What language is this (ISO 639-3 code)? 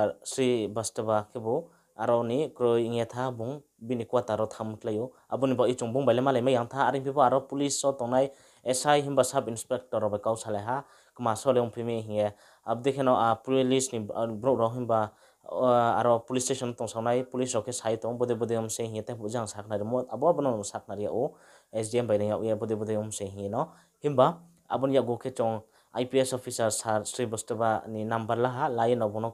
ria